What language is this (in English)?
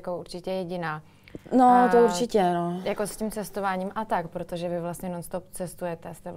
Czech